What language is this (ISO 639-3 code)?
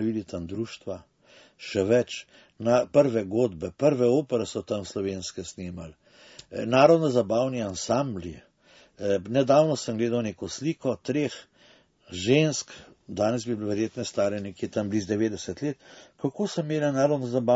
slv